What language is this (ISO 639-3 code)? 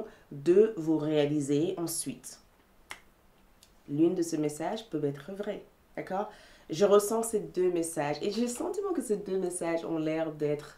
fra